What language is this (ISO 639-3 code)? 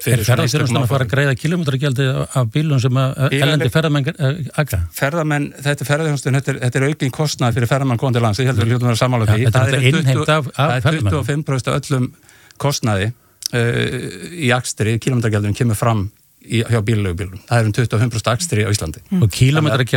isl